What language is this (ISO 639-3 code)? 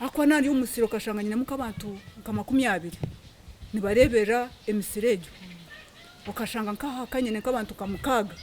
nyn